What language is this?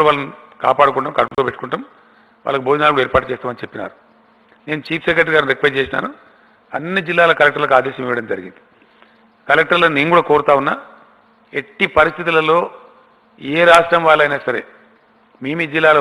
Telugu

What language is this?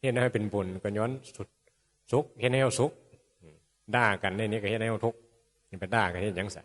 Northeastern Thai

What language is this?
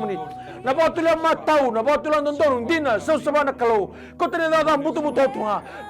Fijian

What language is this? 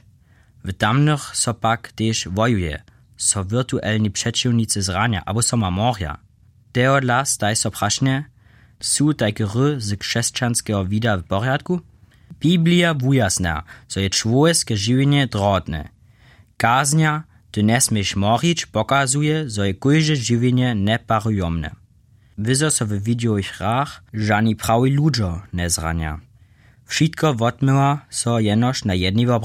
Upper Sorbian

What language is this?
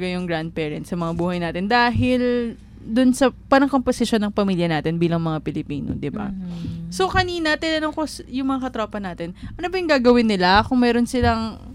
Filipino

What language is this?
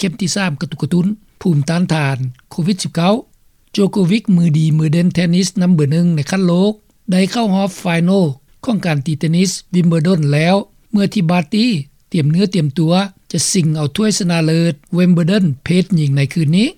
Lao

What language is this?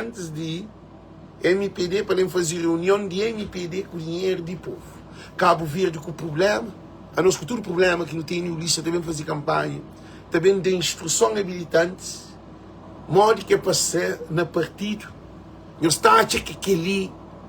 Kabuverdianu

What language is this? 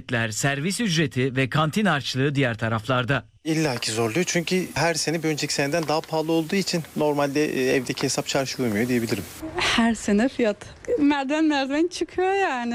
Turkish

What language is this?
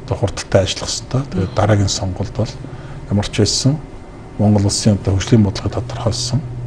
Mongolian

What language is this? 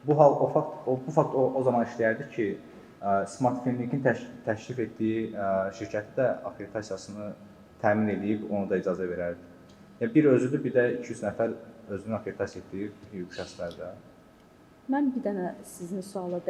Azerbaijani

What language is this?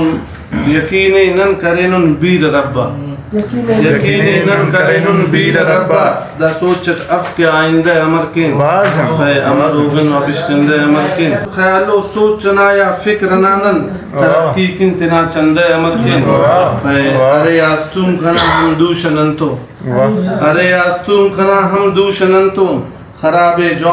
Brahui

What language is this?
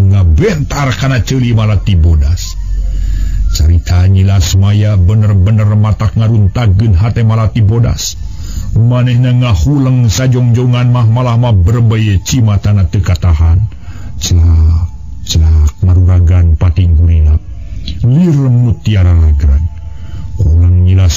Sundanese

